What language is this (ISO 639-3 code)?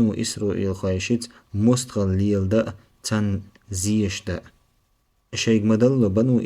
che